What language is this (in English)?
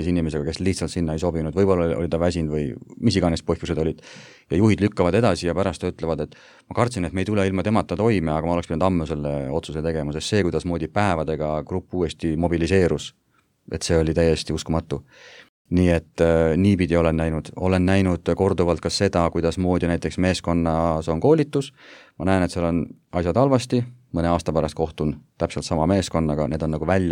Estonian